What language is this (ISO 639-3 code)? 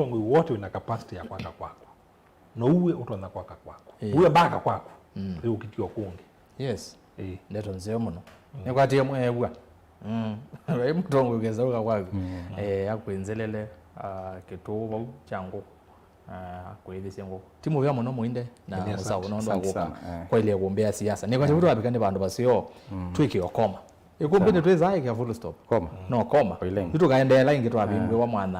kam